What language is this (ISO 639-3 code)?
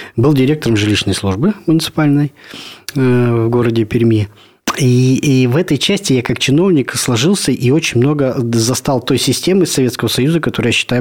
rus